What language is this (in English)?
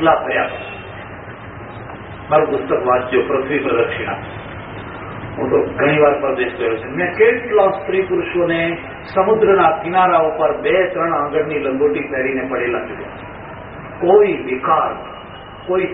Gujarati